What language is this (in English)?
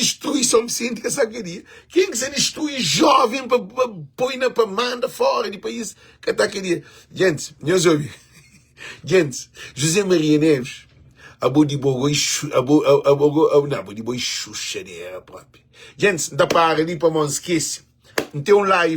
Kabuverdianu